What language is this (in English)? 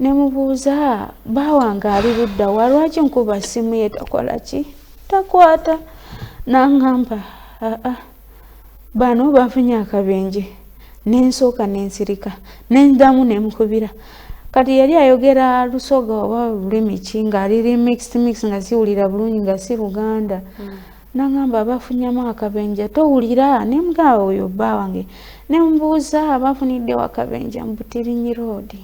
Ganda